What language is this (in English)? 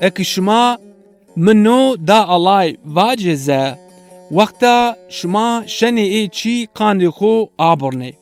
Zaza